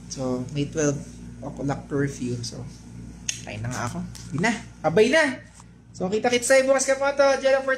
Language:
Filipino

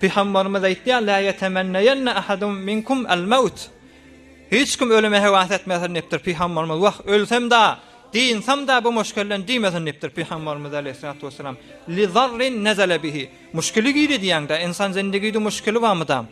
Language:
Turkmen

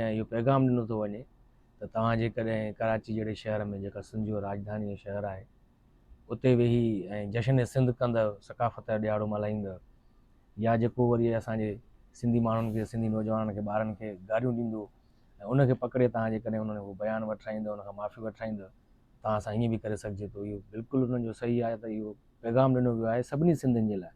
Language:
Sindhi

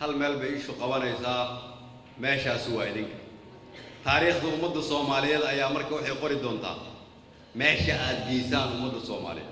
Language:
Somali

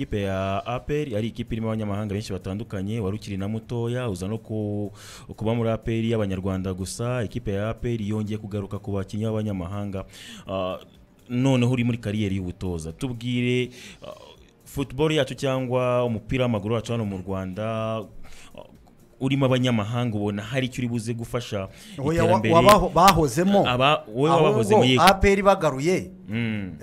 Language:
Kinyarwanda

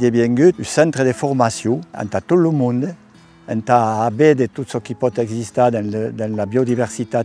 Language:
Occitan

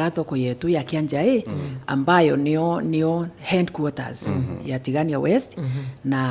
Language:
Meru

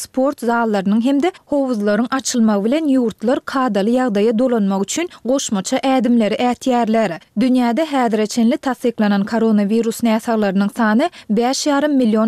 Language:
Turkmen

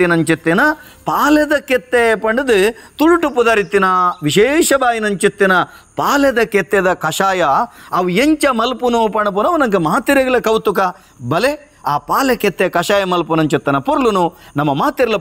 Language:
Tulu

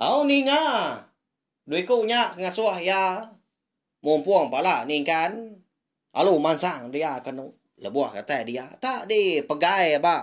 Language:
Iban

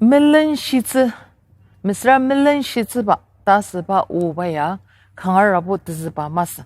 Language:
Ao Naga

